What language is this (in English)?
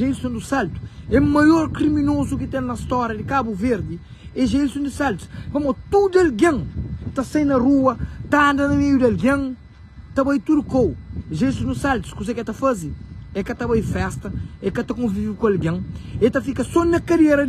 Kabuverdianu